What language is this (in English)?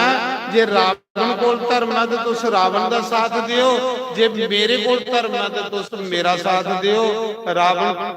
Dogri